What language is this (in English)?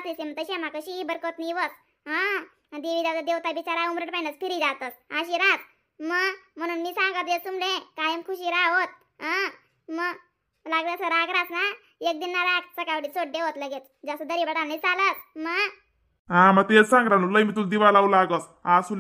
Khandesi